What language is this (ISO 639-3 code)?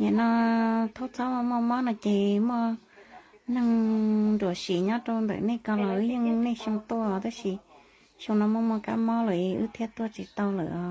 hmn